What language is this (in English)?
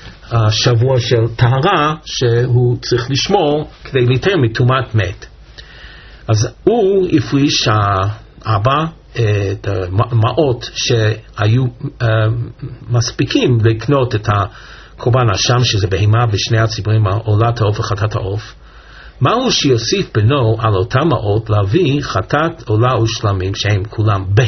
Hebrew